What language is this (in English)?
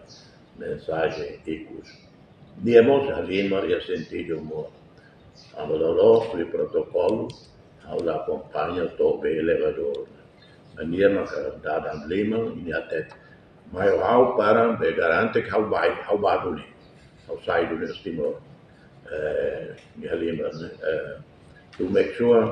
Tetum